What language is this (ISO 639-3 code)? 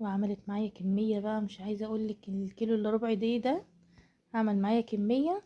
arz